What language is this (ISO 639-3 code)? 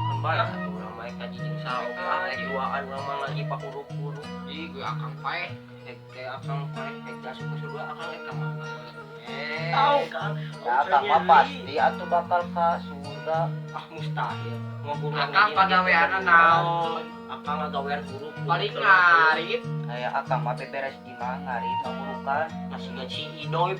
sun